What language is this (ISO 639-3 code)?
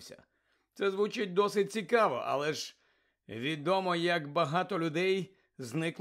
ukr